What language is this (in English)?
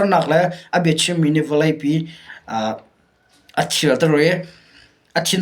Hakha Chin